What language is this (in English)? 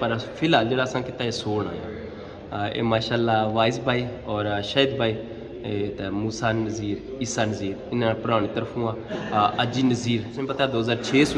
Pahari-Potwari